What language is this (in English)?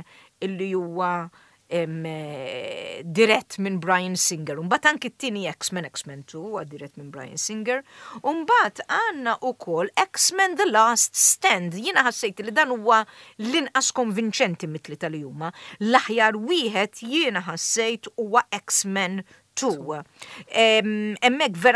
Maltese